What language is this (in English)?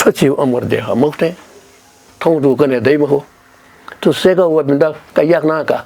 Newari